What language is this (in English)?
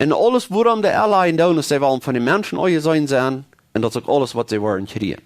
Plautdietsch